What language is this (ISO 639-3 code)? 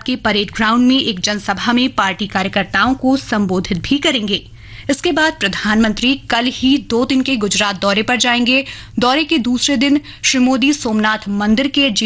hin